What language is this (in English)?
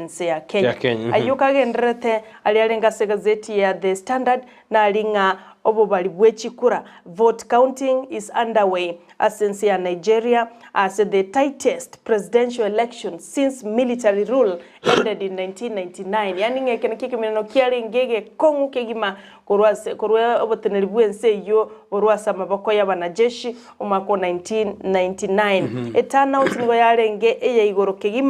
Gusii